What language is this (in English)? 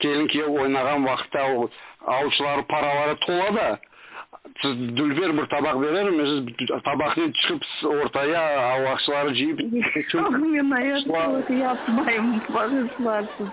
Crimean Tatar